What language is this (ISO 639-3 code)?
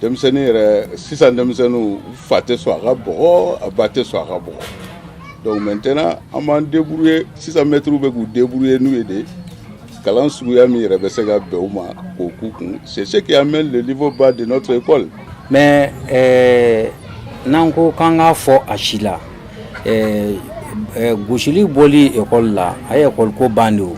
bam